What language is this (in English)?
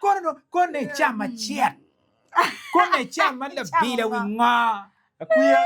Acoli